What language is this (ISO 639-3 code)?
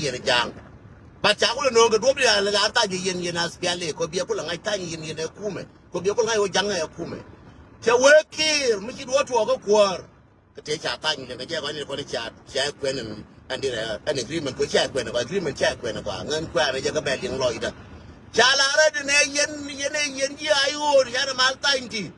nus